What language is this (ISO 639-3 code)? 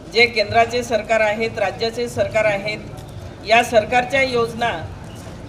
mar